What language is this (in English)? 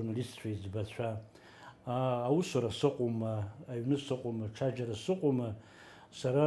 Abkhazian